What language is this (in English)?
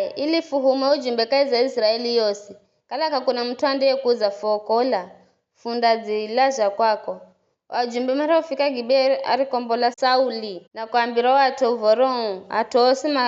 Giryama